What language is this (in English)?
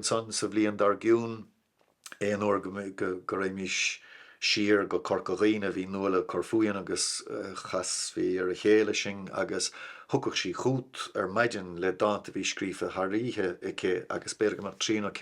Irish